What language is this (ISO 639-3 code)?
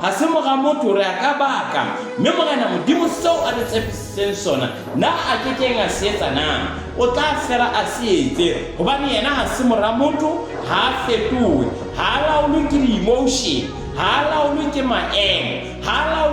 sot